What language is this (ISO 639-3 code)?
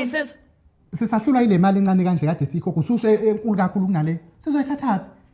zul